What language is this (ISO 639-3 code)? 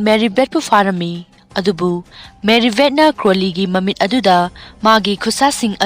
mni